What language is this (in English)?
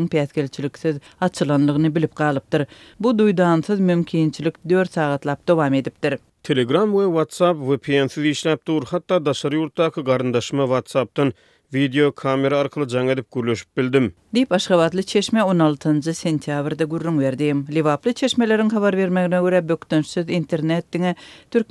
Turkmen